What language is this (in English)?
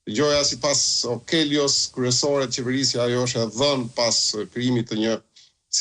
Albanian